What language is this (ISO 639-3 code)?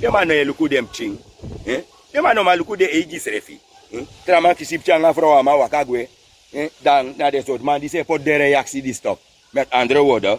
srn